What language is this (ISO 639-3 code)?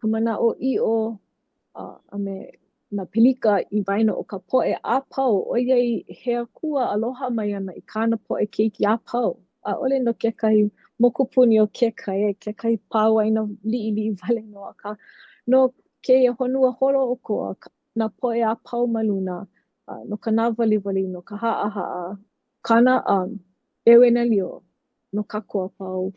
haw